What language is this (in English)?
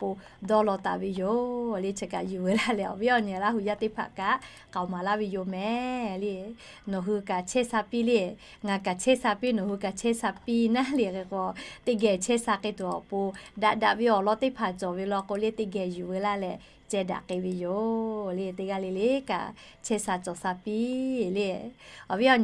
Lahu